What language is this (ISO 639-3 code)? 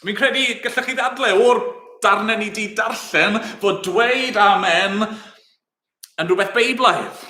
cym